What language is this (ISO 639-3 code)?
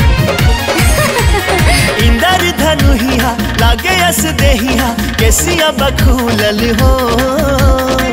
bho